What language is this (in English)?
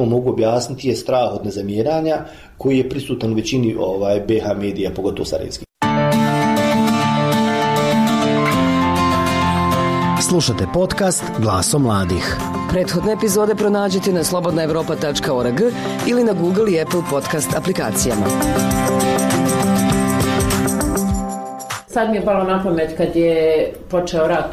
Bosnian